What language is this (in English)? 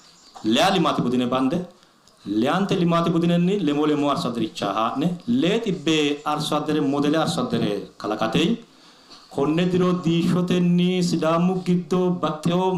Sidamo